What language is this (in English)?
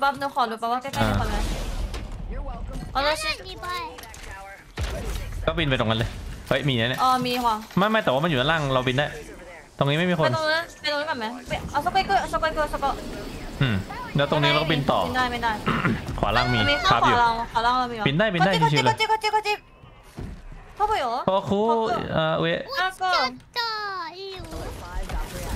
Thai